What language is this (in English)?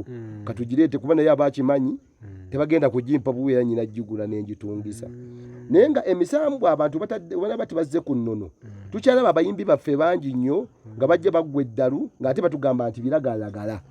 Ganda